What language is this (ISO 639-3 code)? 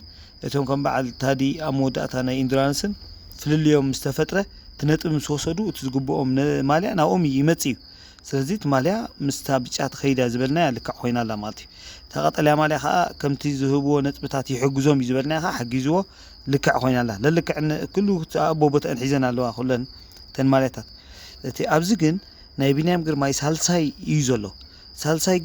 tir